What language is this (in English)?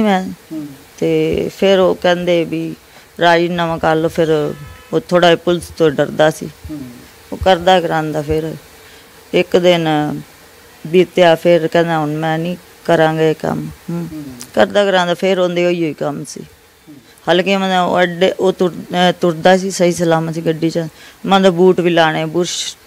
Punjabi